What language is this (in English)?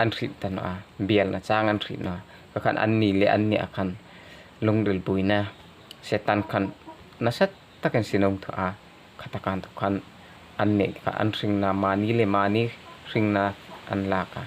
Hmar